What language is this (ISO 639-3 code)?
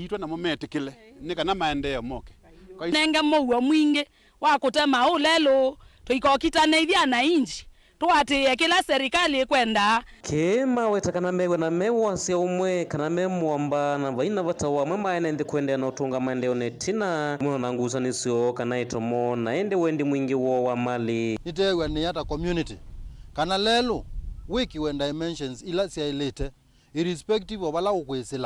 kam